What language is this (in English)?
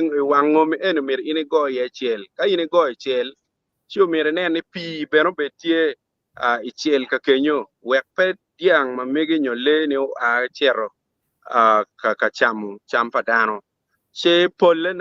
Acoli